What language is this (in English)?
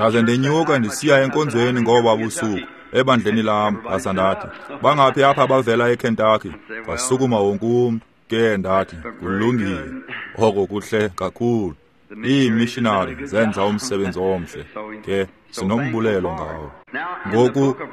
Xhosa